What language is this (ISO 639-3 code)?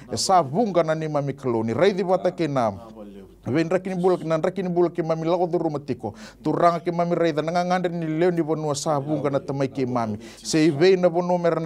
fij